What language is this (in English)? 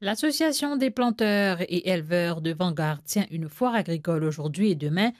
Morisyen